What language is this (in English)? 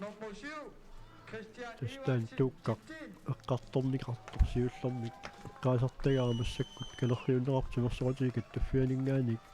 Kalaallisut